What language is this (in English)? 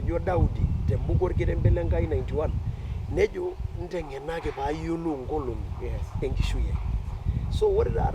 Masai